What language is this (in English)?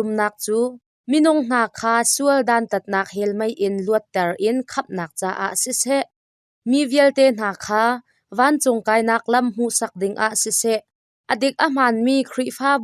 Hakha Chin